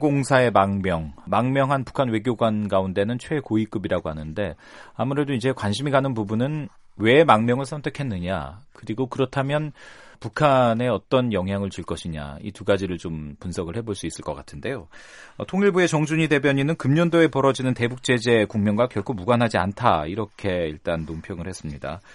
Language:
Korean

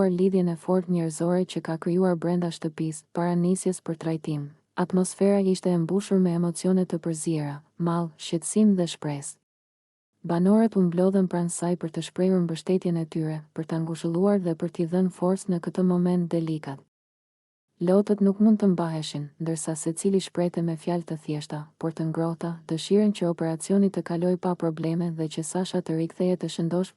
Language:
Albanian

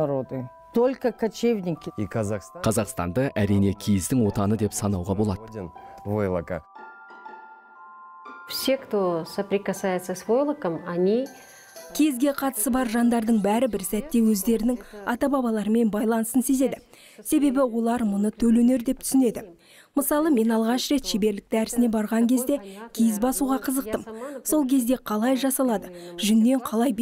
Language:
Kazakh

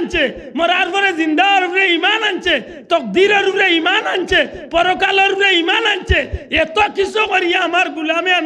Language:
Sylheti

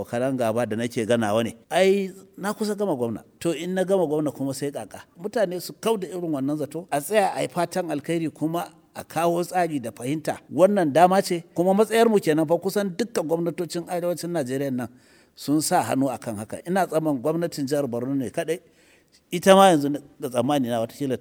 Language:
Hausa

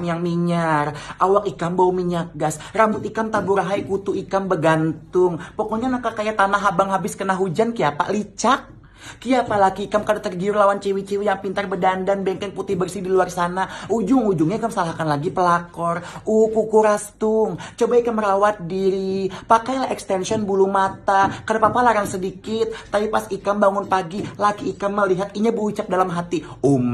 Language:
Banjar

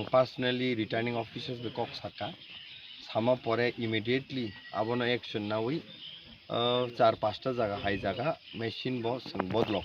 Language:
Kok Borok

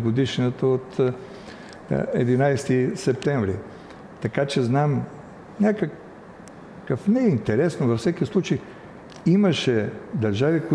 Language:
Bulgarian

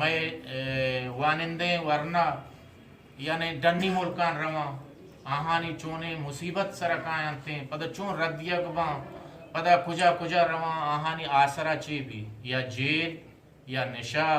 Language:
Eastern Balochi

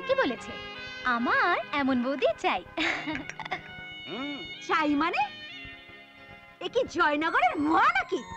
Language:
Bangla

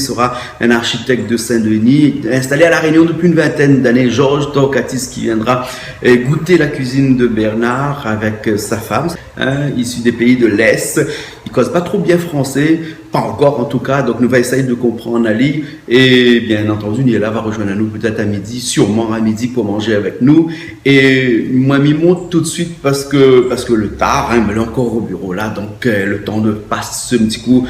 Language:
Réunion Creole French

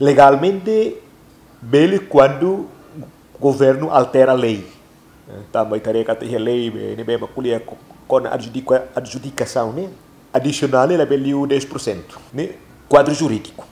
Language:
Tetum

